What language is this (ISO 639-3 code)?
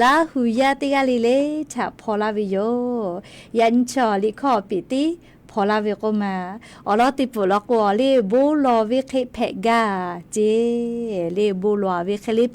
lhu